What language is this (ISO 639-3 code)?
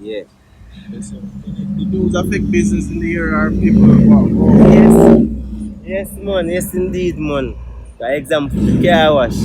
jam